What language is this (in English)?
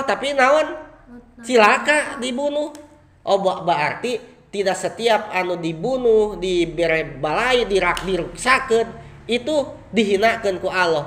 Sundanese